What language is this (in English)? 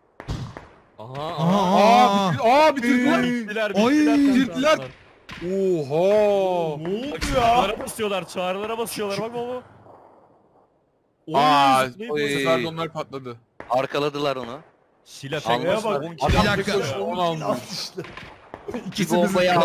Turkish